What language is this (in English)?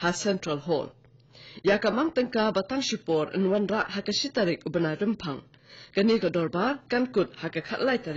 Khasi